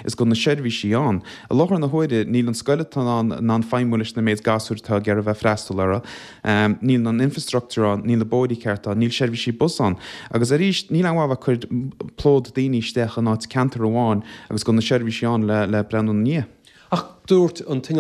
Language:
Irish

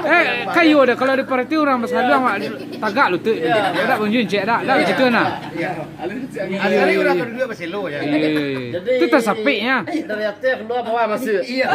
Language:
Minangkabau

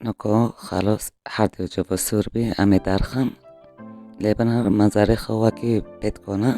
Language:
Kurdish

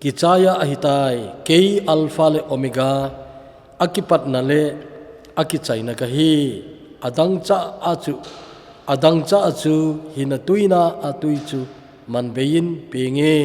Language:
Thado Chin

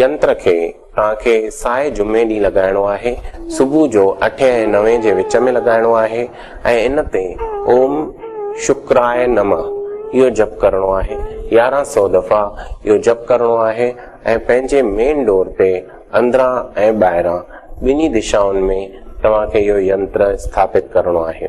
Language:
Sindhi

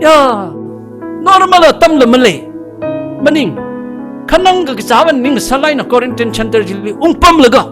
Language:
Tangkhul Naga (India)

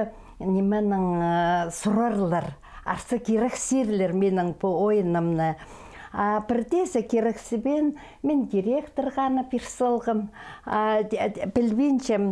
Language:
Khakas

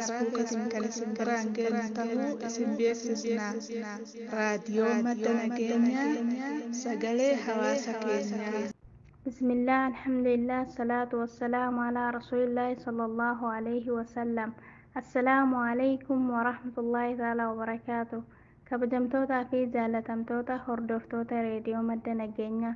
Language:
Oromo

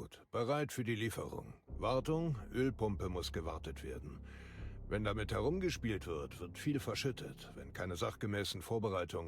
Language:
Bavarian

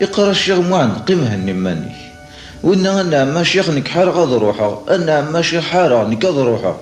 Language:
Kabyle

